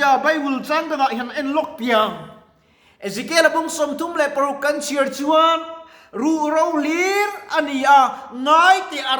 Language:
Mizo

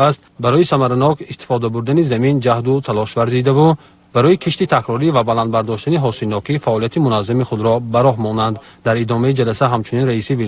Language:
Tajik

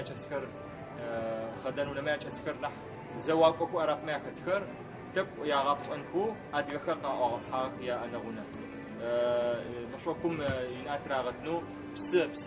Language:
Adyghe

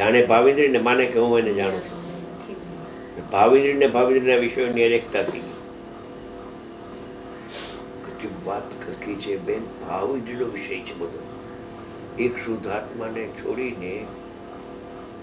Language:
Gujarati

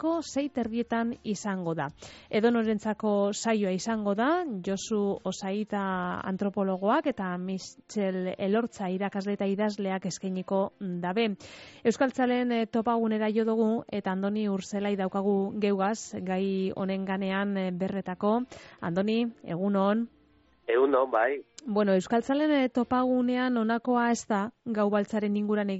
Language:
Basque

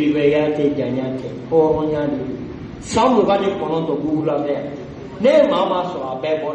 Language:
Bambara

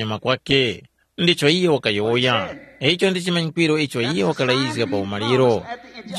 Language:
Tumbuka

